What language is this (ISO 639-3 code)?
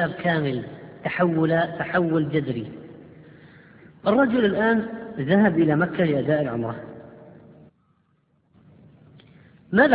ara